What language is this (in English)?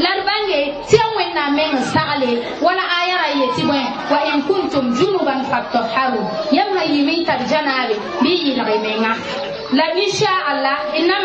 Mossi